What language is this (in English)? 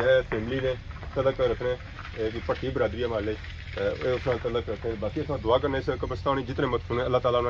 Pahari-Potwari